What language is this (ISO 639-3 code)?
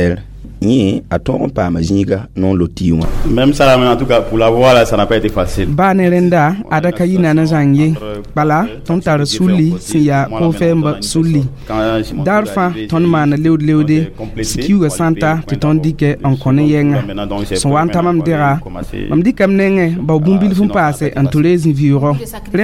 mos